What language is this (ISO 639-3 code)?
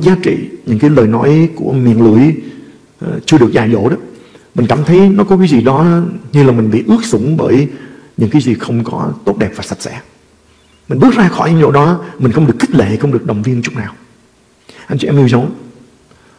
vie